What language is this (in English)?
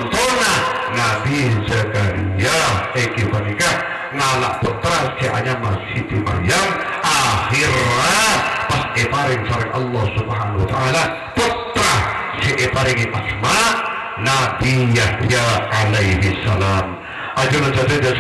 Madurese